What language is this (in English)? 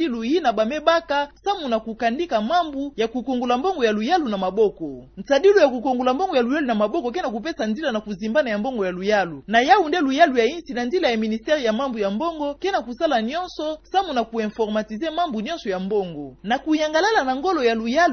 Kituba (Democratic Republic of Congo)